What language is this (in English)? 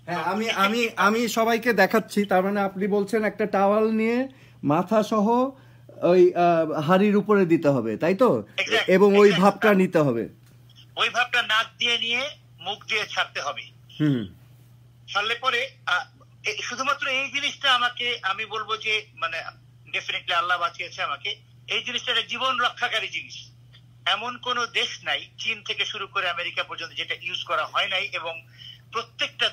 Bangla